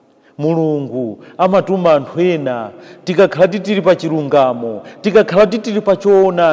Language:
Nyanja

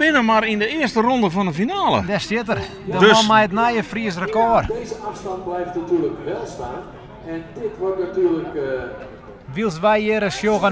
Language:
Western Frisian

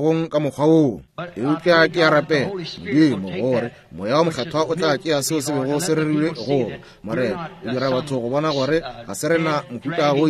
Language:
Northern Sotho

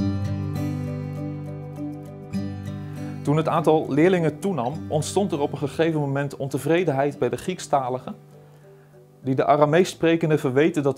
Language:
Dutch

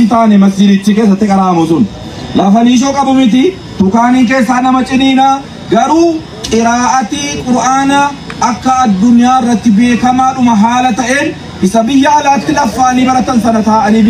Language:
Oromo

